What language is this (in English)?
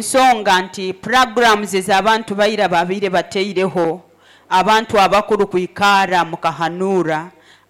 Nyoro